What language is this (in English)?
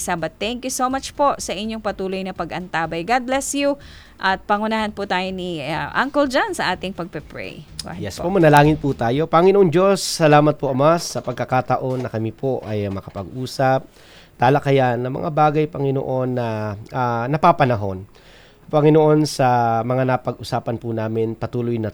Filipino